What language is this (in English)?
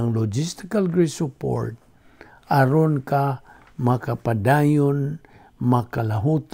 Cebuano